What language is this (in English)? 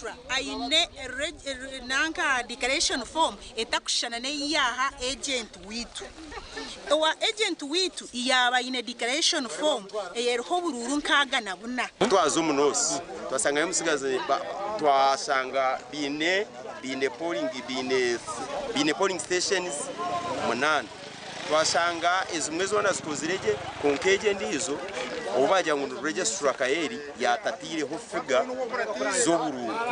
Nyankole